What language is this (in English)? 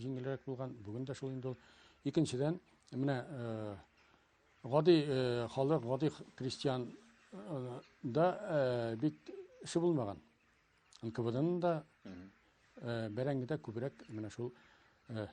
Tatar